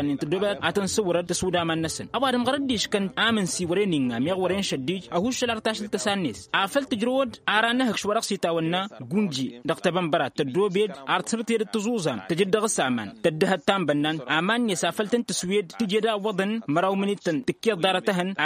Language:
Tamasheq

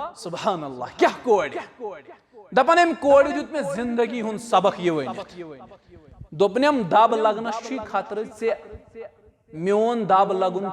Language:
Kashmiri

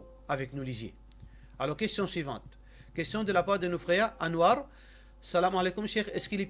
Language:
Morisyen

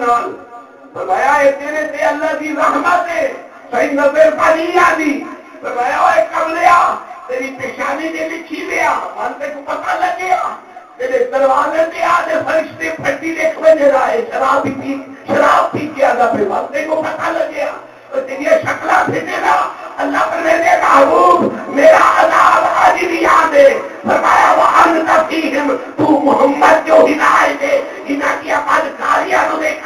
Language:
Saraiki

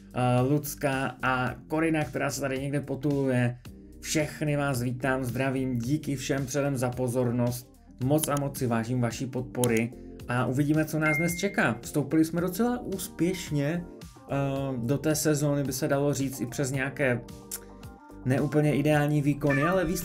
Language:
Czech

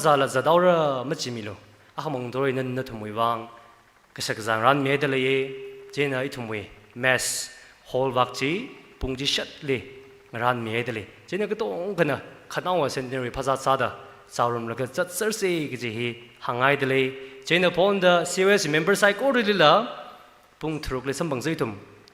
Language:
Tangkhul Naga (India)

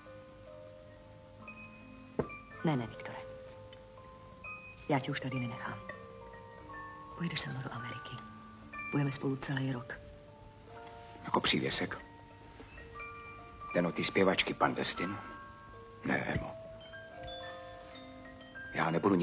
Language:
Czech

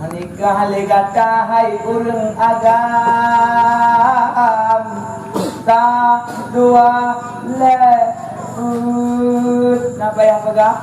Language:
Achinese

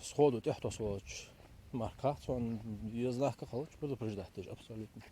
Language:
Ingush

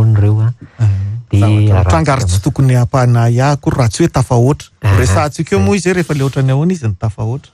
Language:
Malagasy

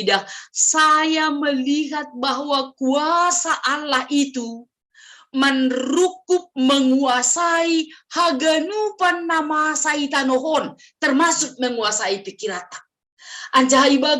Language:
Batak Simalungun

